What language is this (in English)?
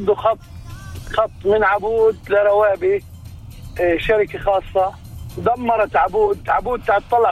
North Levantine Arabic